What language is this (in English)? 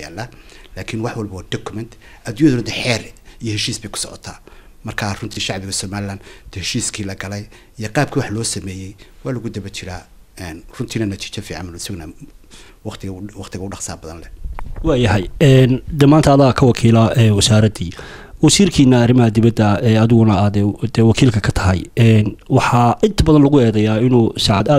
Somali